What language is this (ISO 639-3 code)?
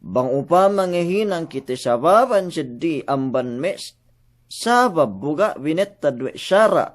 yka